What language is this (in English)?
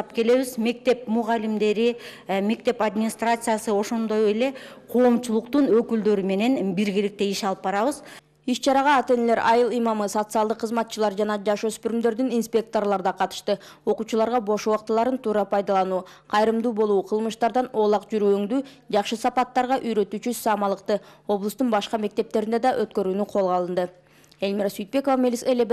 Kyrgyz